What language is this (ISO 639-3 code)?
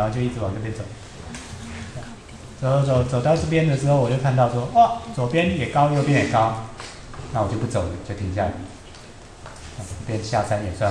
zho